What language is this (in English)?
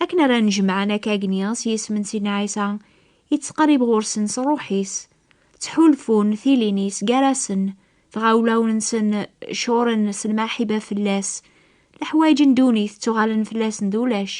Kabyle